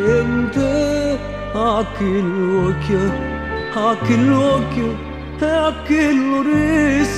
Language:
Neapolitan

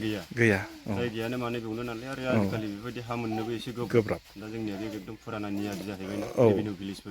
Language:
Bodo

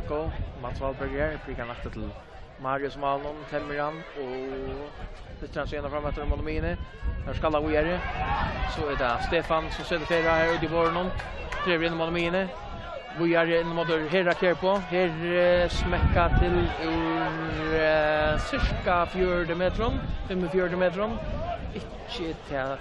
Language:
Faroese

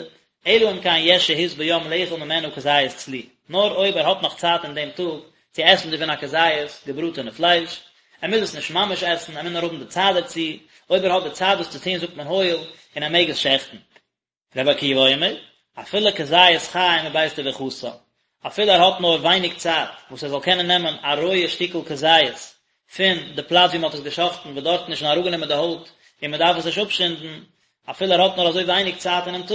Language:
Yiddish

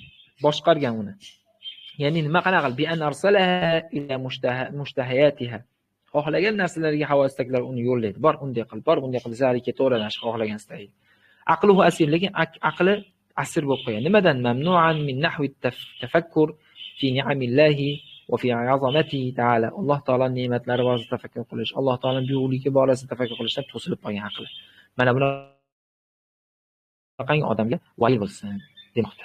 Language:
Uzbek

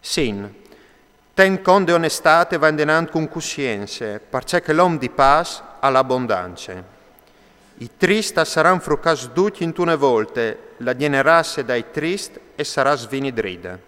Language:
Friulian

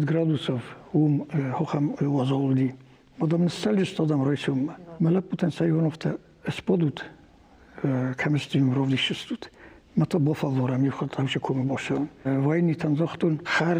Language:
Ossetic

